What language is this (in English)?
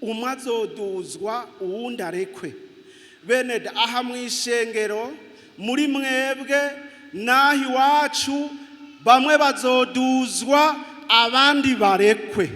Rundi